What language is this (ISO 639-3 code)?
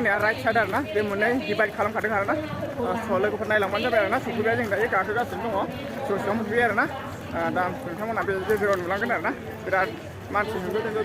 brx